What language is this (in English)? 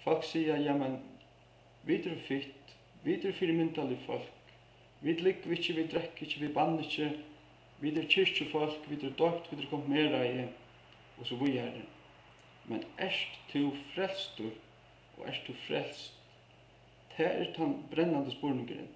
Faroese